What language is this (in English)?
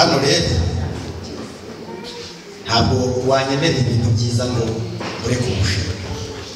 Kinyarwanda